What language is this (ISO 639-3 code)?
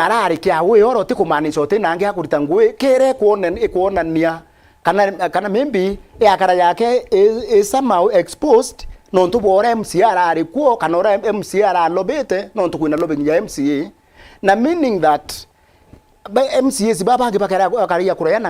mer